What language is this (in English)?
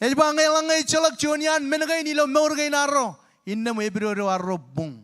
Marshallese